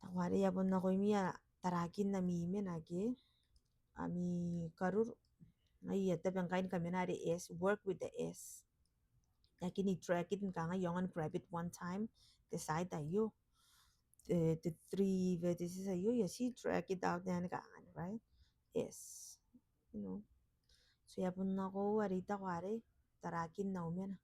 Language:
Gilbertese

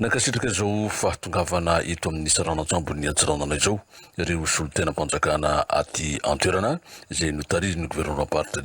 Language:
Malagasy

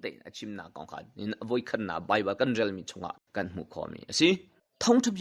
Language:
Hakha Chin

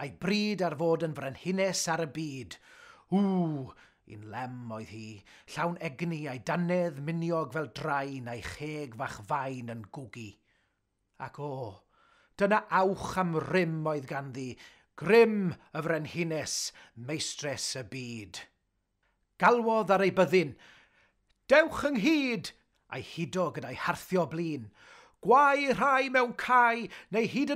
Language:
Welsh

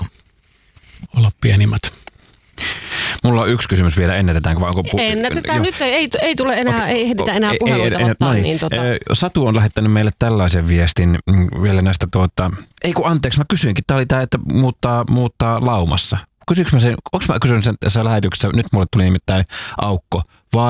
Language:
Finnish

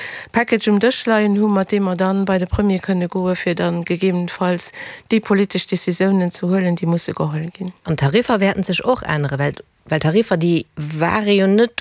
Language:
Luxembourgish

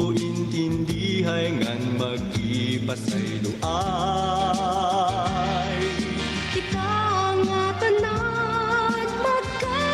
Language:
Waray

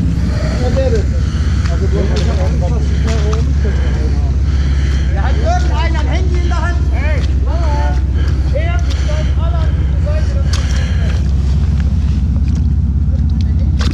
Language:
German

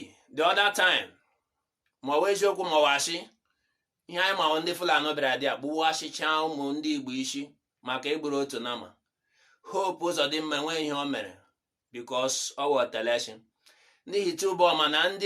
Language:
Igbo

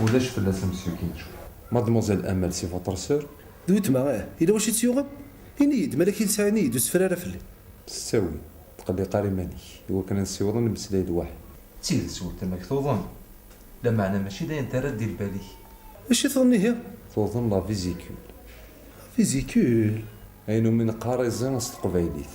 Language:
Kabyle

